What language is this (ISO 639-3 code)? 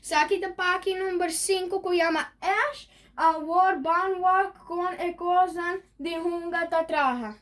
pap